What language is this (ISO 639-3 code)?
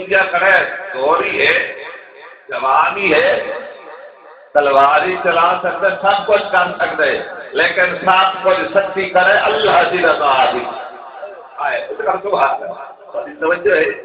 skr